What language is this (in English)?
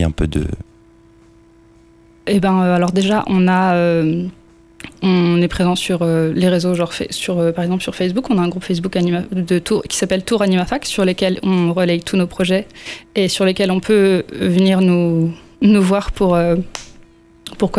French